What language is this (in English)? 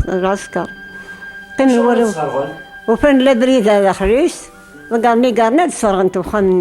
Kabyle